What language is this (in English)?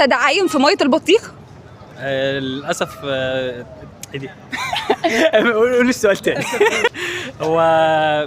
Egyptian Arabic